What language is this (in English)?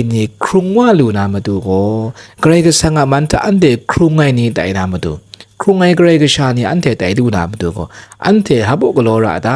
Kachin